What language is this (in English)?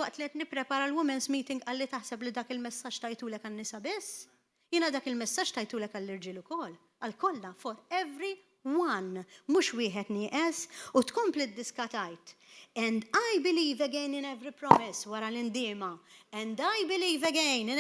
Maltese